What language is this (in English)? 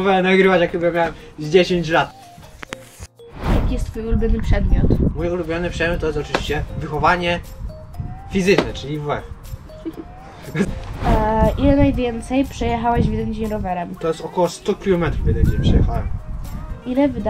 Polish